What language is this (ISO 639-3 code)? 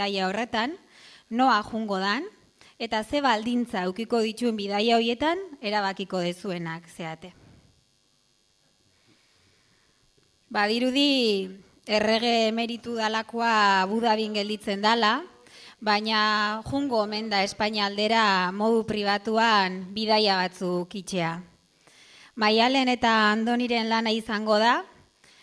eus